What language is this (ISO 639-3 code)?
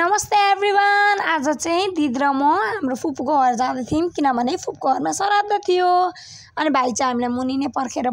nep